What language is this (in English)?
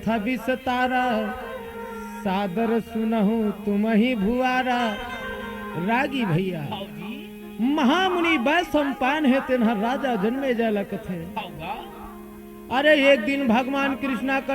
Chhattisgarhi